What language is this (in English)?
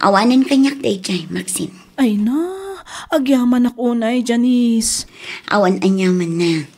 Iloko